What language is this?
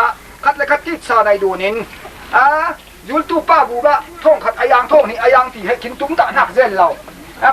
Falam Chin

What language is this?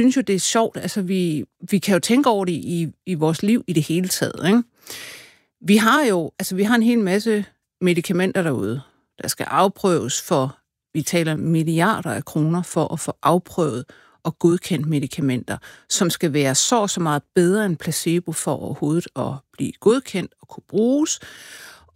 Danish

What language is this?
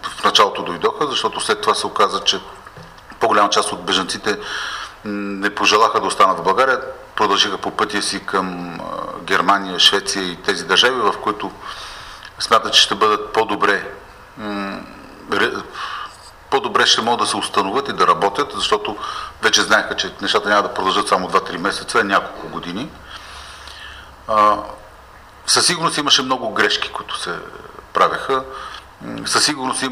Bulgarian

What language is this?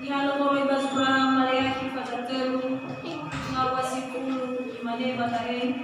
Nias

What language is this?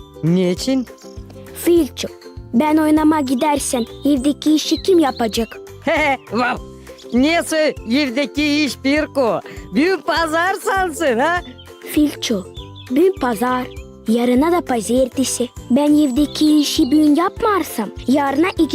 Gagauz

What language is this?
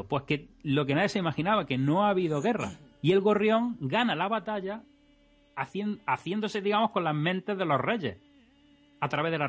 Spanish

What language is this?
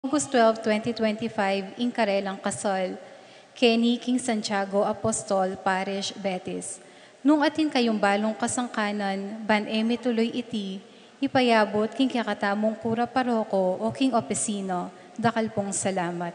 Pampanga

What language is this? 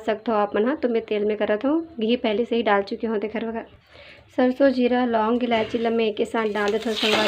Chhattisgarhi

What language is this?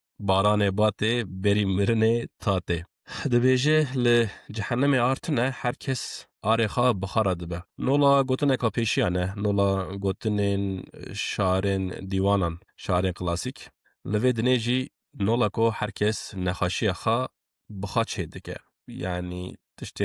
Kurdish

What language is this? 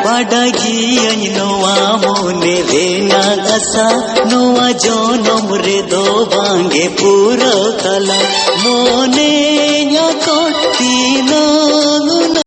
Santali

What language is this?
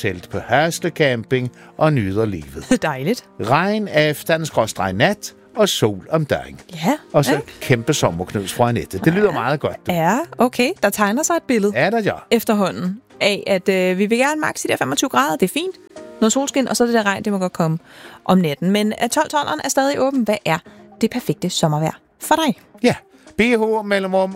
Danish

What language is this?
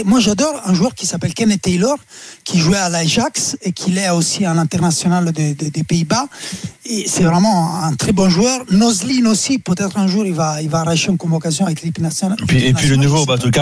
French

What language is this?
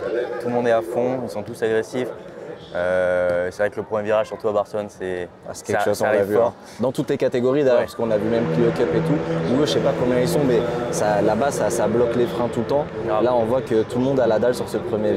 French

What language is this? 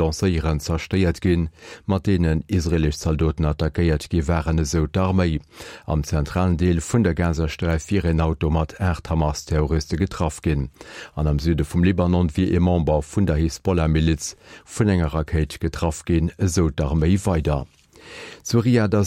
Luxembourgish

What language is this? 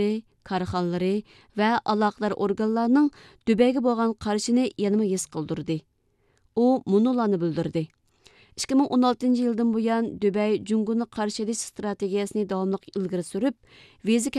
Uyghur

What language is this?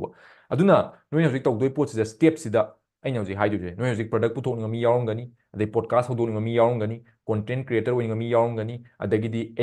Manipuri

